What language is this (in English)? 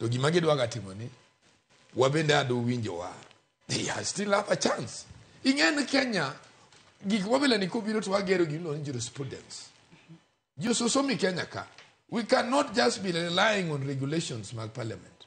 Luo (Kenya and Tanzania)